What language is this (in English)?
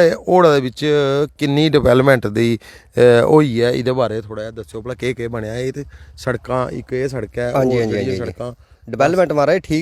Dogri